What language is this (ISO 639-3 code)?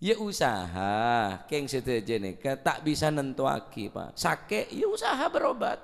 mad